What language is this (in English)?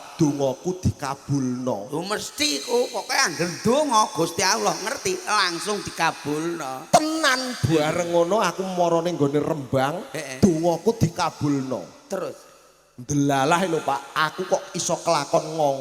Javanese